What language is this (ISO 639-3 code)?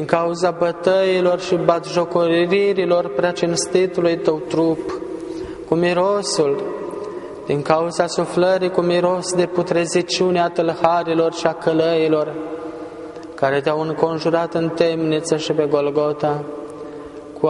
ron